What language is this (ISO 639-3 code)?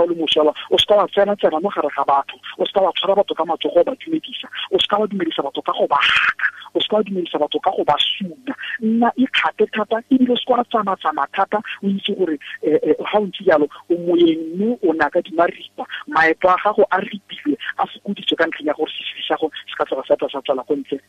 tsn